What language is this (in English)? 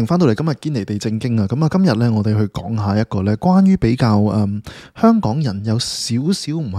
Cantonese